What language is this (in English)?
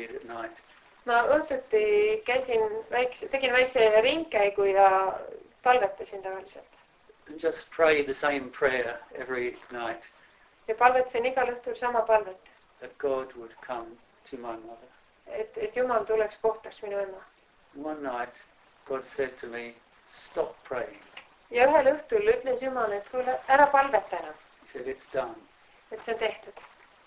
Estonian